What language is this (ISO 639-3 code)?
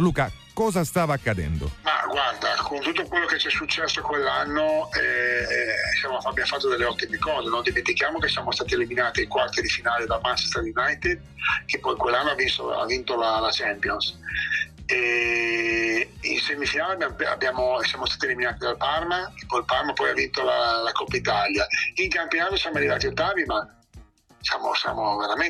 ita